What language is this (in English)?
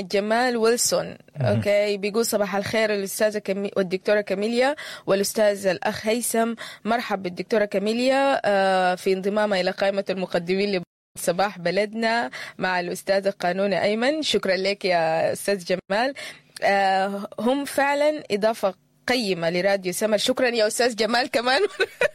Sudanese Arabic